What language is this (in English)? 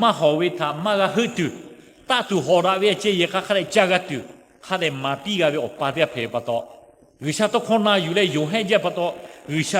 Lahu